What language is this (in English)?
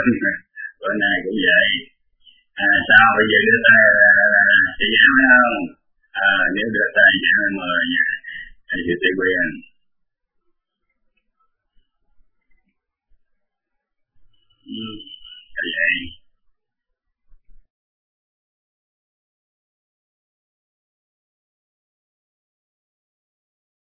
Vietnamese